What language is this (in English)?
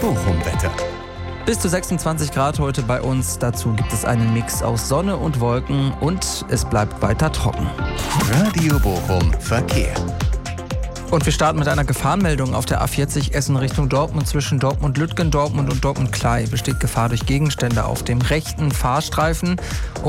German